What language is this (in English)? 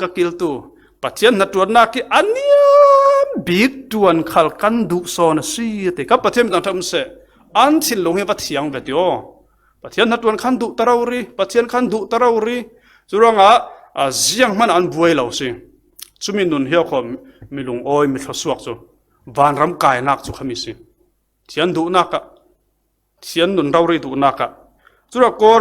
Falam Chin